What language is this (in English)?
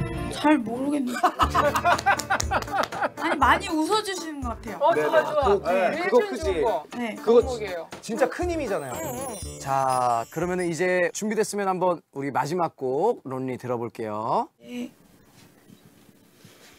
Korean